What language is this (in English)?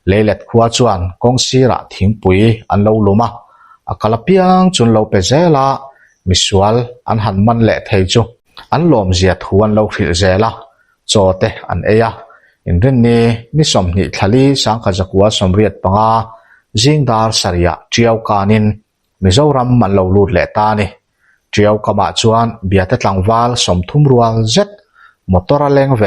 Mizo